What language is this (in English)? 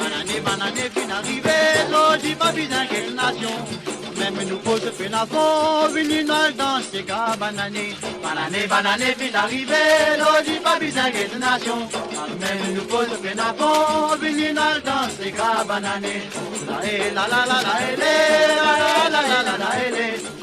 Morisyen